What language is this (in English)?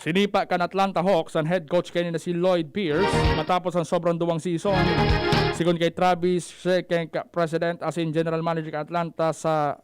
Bikol